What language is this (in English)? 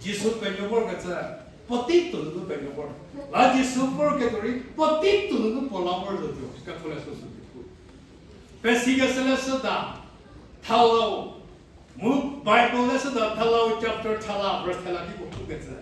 Angami Naga